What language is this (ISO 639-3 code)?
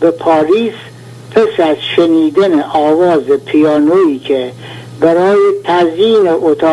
fas